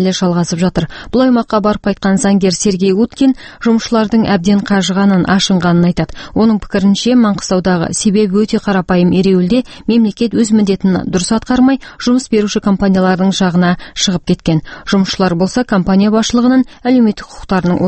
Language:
Kazakh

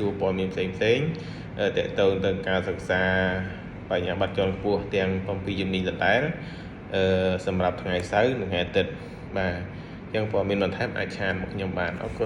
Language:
Khmer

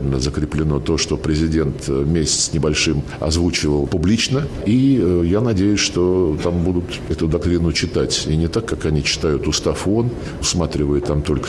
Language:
Russian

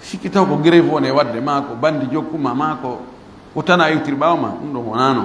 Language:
Fula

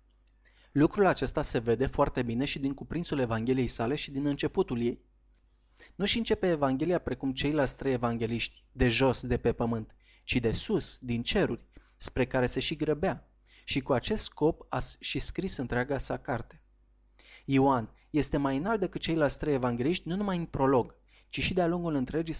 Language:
Romanian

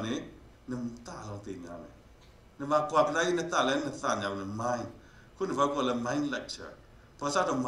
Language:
S'gaw Karen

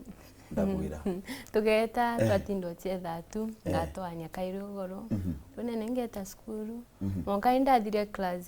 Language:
Meru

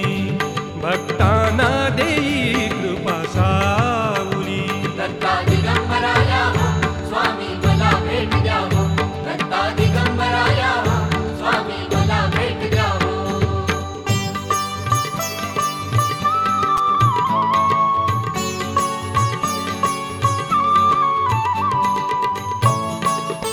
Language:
Marathi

